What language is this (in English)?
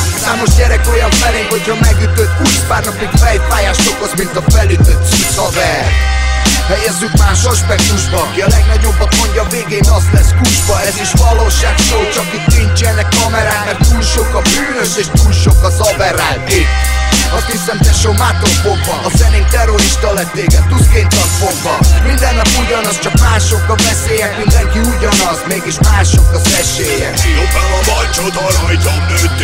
Hungarian